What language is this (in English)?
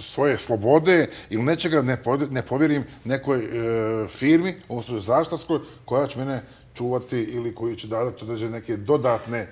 Bosnian